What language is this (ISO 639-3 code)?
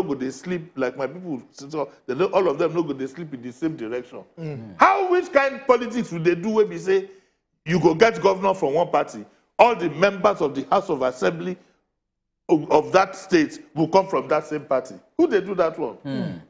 pcm